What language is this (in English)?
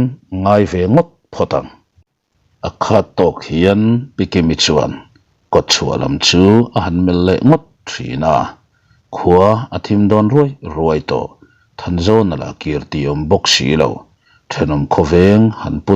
Mizo